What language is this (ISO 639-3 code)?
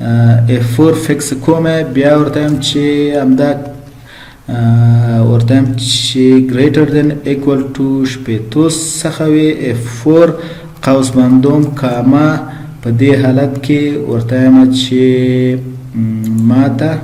pus